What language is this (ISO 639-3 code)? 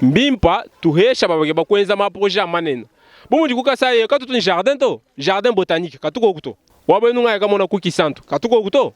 lua